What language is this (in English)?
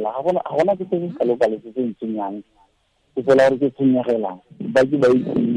Tswana